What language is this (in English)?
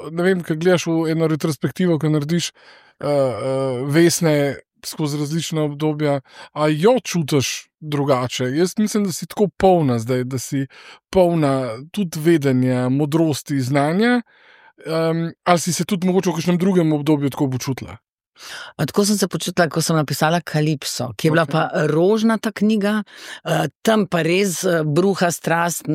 Slovenian